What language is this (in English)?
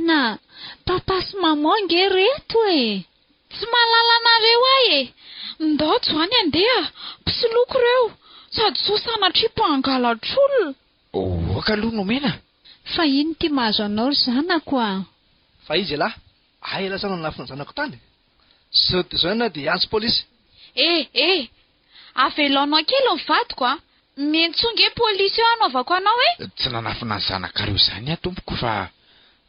Malagasy